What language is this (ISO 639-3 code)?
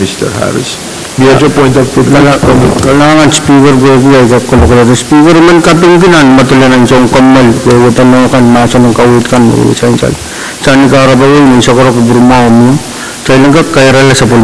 pon